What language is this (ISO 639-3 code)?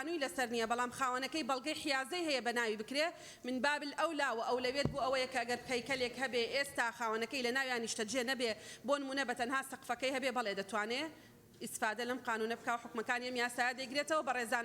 ckb